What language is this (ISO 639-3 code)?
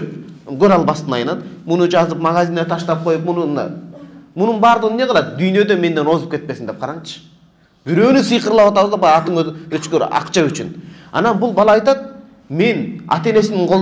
kir